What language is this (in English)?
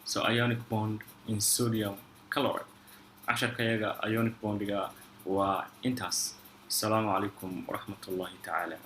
Somali